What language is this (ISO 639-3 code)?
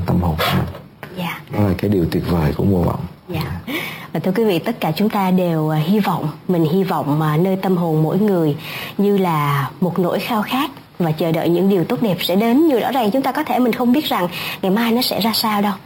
vie